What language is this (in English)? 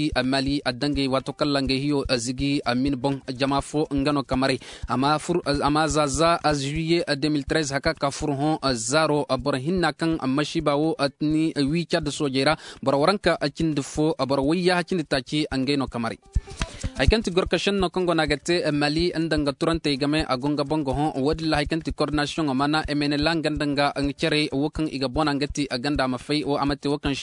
Koyraboro Senni